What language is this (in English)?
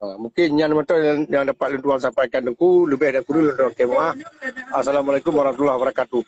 Achinese